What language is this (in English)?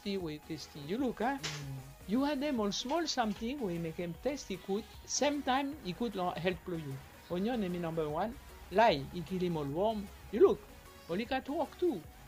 Bislama